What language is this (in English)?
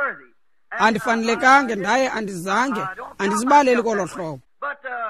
Xhosa